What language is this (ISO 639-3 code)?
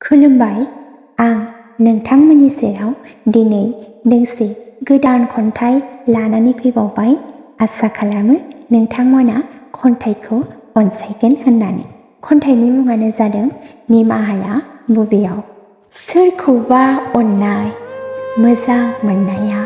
brx